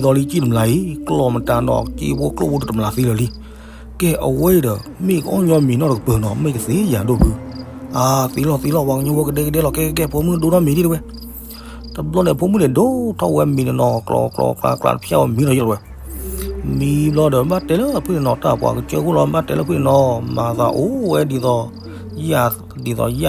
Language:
S'gaw Karen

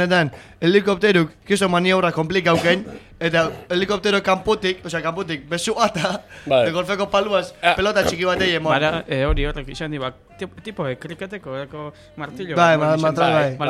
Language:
Basque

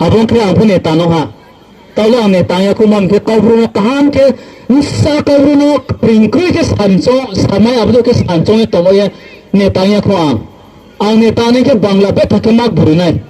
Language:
Riang (India)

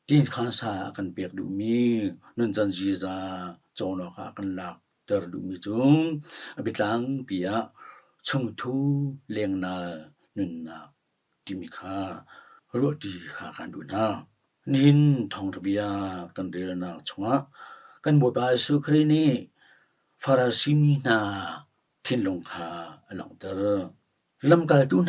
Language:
Hakha Chin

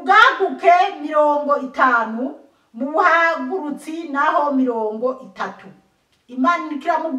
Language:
Rundi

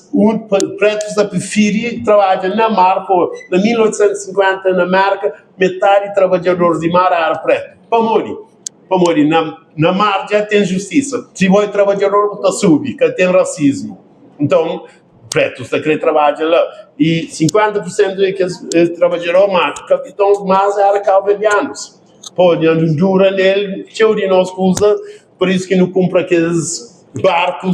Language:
Kabuverdianu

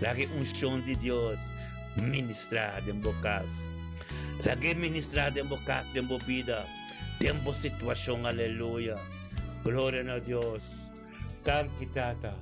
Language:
Papiamento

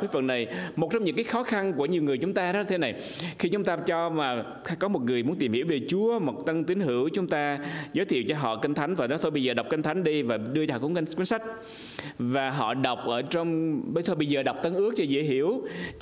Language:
Vietnamese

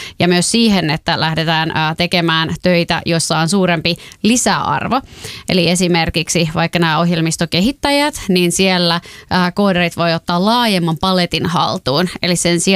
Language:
Finnish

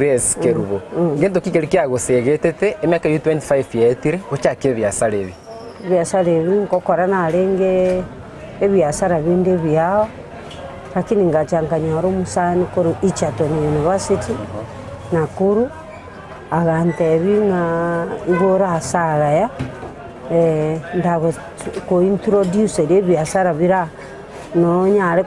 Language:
Gusii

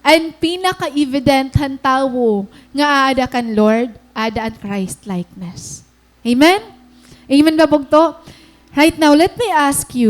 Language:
Waray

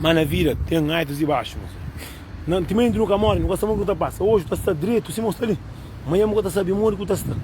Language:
Kabuverdianu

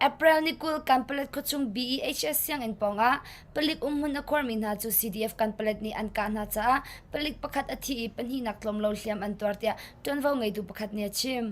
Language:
Hakha Chin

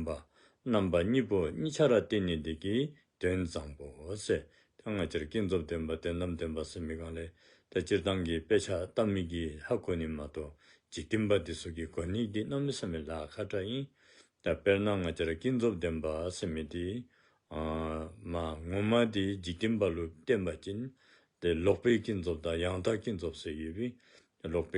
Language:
Dzongkha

